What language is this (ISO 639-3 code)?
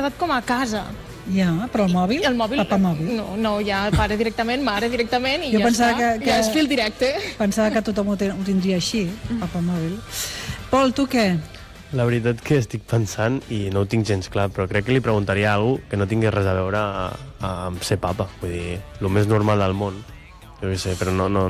cat